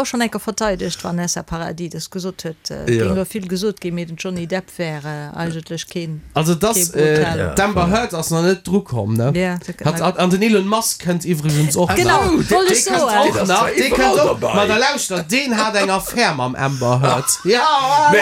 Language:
Luxembourgish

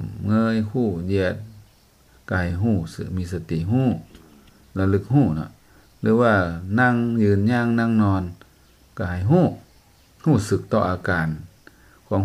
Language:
Lao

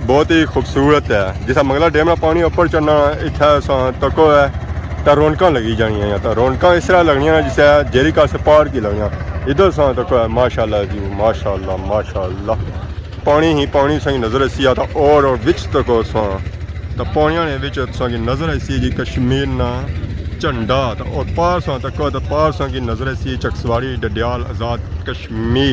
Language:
Pahari-Potwari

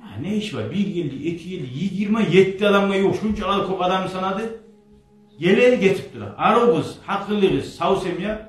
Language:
Kumyk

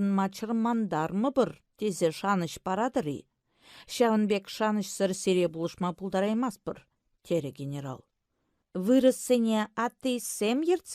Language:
Chuvash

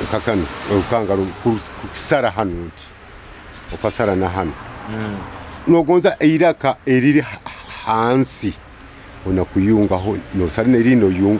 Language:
Nyoro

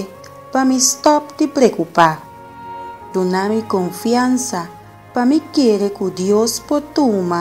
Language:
Papiamento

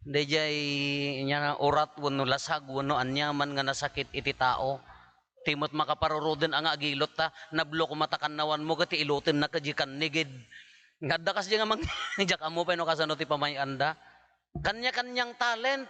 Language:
Iloko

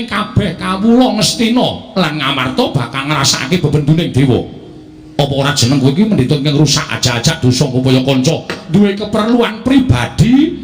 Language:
Javanese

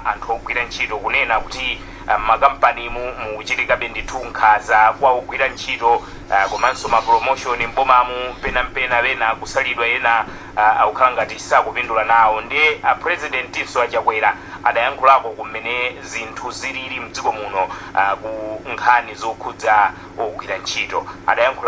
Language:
Nyanja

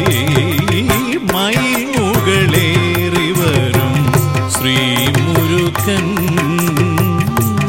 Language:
Malayalam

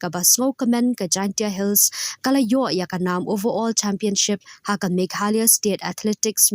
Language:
Khasi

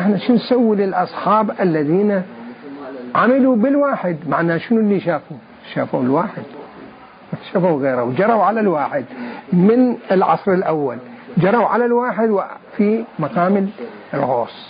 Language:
Mesopotamian Arabic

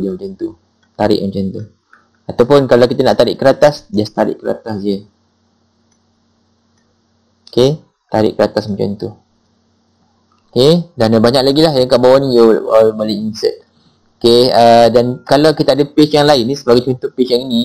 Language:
Malay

